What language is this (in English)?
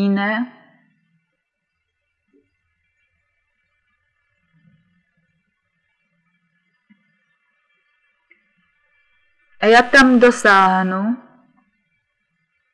Czech